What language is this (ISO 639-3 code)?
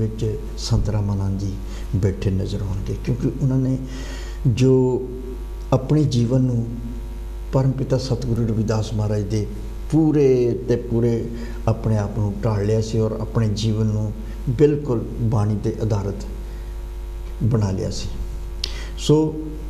pan